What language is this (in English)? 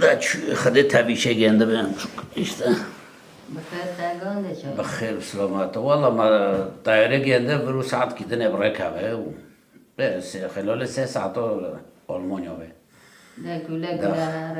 Kurdish